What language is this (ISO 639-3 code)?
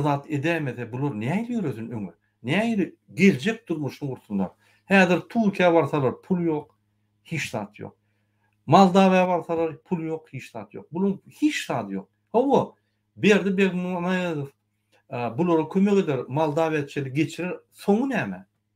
tuk